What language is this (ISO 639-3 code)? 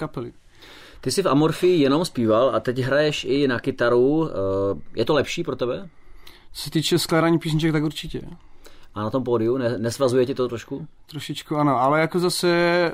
ces